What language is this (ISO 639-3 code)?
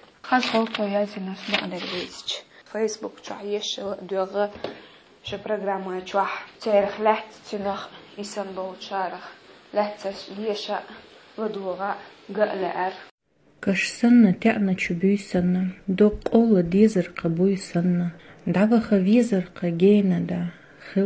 che